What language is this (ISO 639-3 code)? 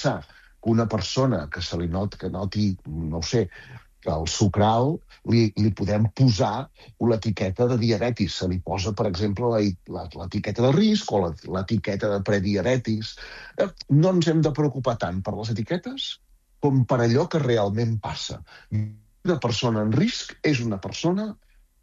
cat